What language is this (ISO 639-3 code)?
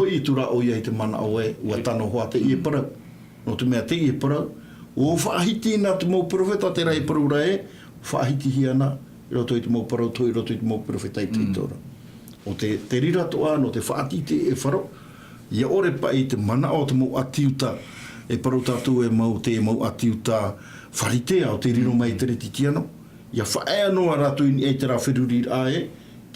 tah